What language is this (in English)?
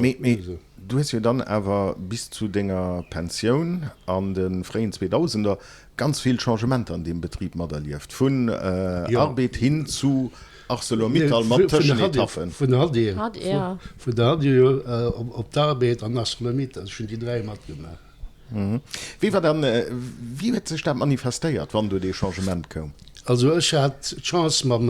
Luxembourgish